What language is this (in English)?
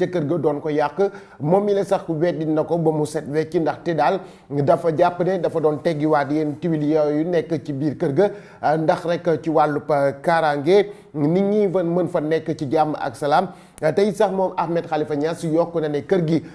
Wolof